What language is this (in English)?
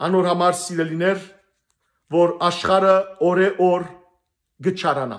Western Armenian